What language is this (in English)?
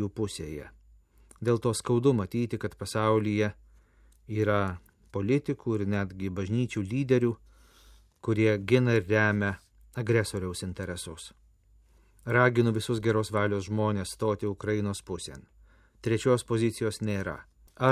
Lithuanian